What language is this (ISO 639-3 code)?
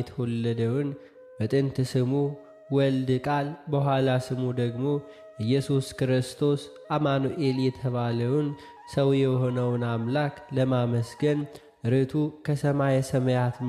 amh